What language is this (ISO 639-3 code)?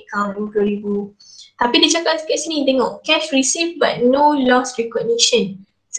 msa